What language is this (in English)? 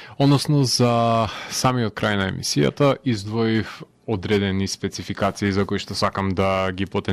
Macedonian